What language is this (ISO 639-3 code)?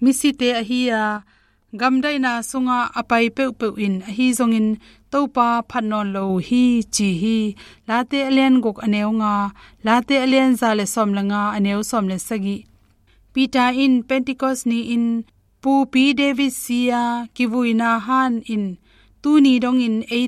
ctd